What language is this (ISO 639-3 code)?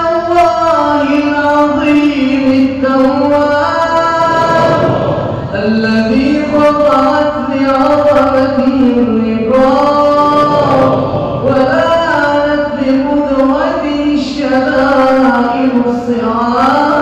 ara